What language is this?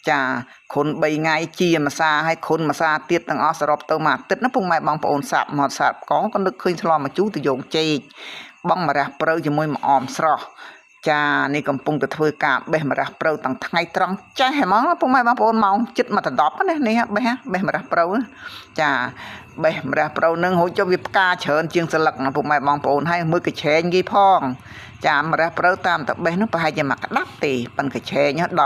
Khmer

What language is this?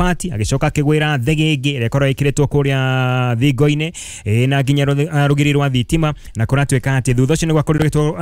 Kikuyu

